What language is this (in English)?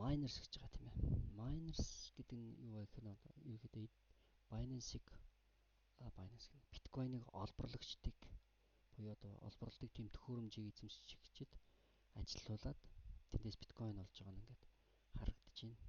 Mongolian